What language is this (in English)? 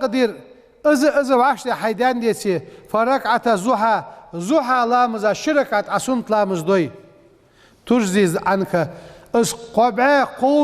Ingush